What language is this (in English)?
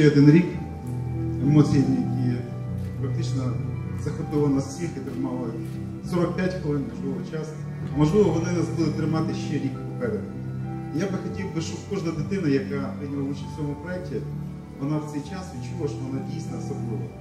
Ukrainian